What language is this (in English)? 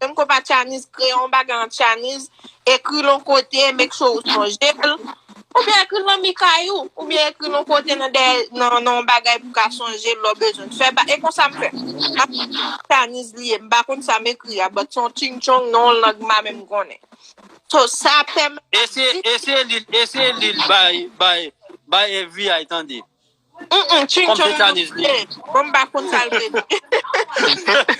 Haitian Creole